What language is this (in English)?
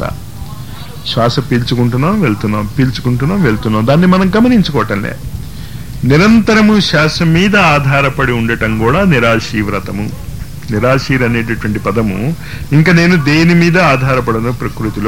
Telugu